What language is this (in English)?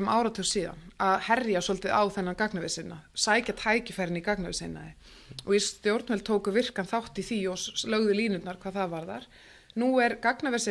Icelandic